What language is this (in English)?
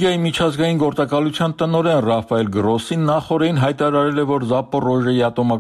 Armenian